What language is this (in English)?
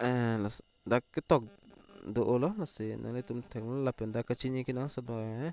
Karbi